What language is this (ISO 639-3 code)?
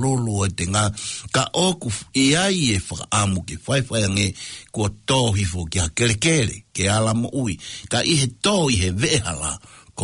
ton